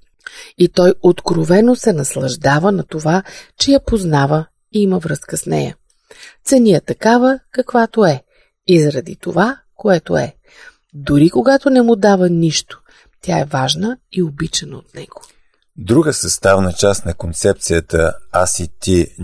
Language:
Bulgarian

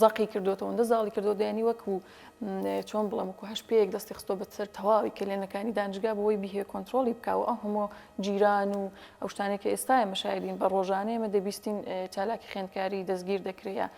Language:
Central Kurdish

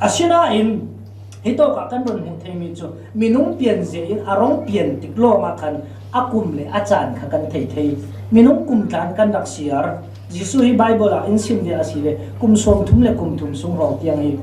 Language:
Falam Chin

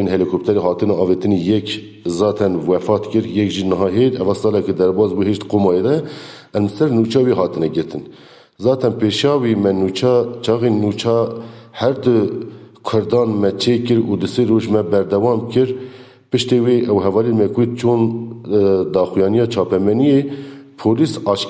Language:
Kurdish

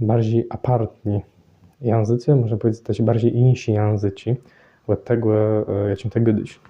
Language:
Kashubian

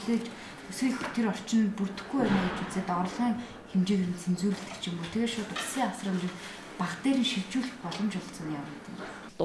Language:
Mongolian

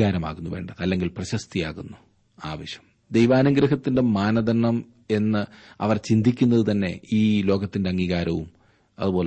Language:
Malayalam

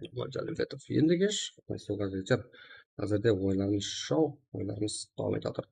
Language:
Kara-Kalpak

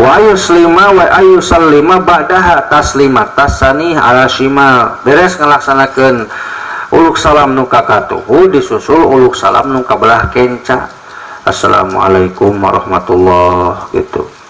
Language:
Sundanese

